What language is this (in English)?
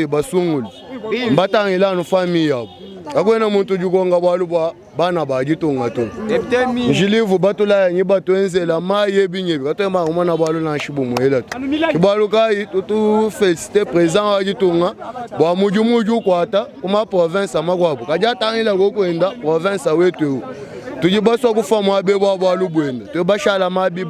Luba-Lulua